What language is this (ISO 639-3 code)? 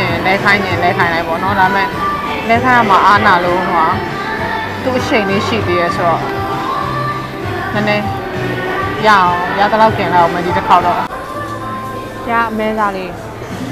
mya